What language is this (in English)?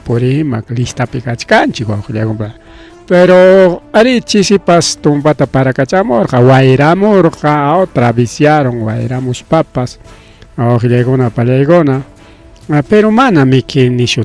Ayacucho Quechua